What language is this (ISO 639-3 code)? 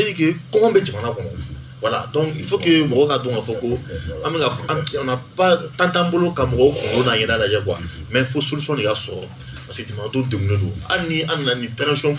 bam